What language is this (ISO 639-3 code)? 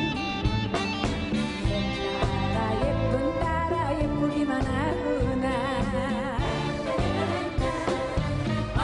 kor